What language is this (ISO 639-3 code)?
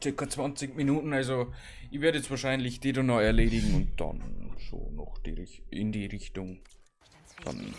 bar